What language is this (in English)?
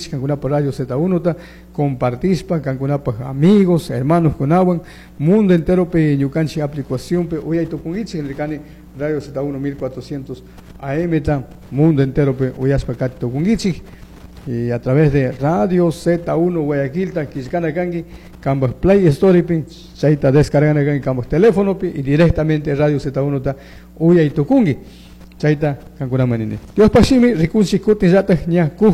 Chimborazo Highland Quichua